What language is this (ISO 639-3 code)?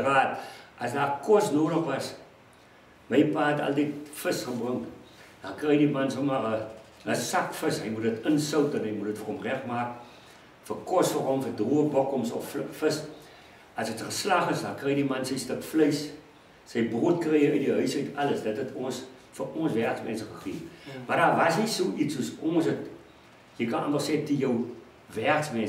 afr